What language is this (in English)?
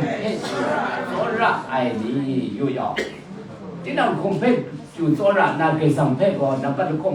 Kachin